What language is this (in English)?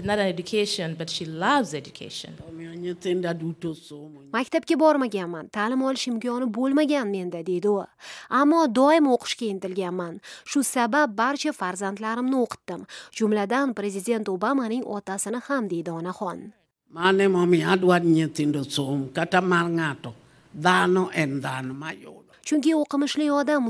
Uzbek